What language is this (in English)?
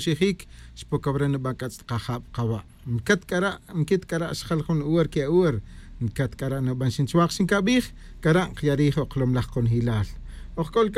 Kaqchikel